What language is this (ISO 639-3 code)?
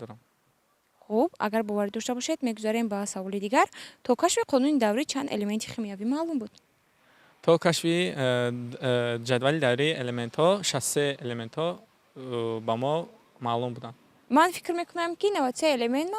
tgk